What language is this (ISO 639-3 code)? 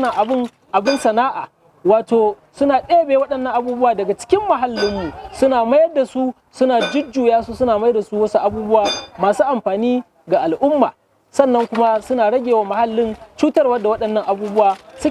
hau